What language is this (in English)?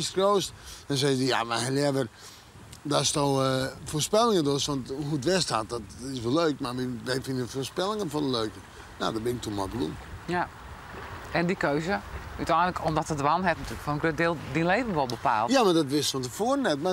Western Frisian